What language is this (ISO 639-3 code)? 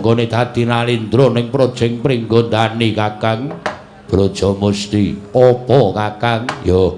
jav